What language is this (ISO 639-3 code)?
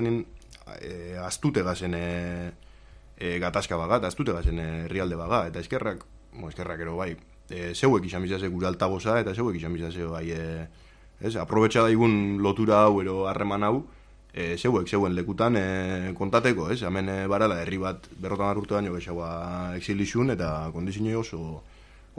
eus